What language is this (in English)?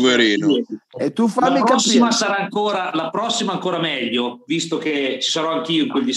Italian